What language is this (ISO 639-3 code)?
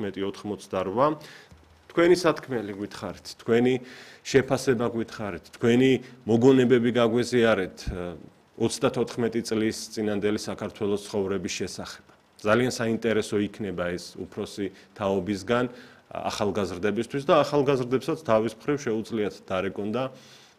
kat